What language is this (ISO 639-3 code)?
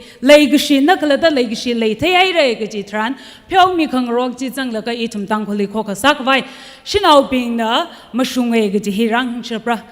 nmf